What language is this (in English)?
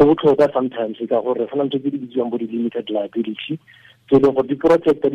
Tswana